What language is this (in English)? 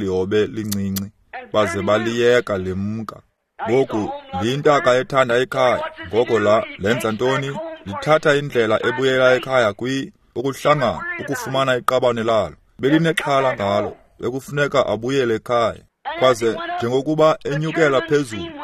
Xhosa